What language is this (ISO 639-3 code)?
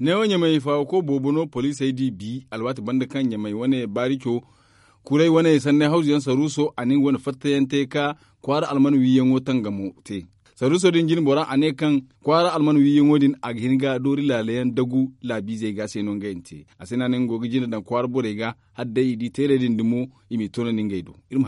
dje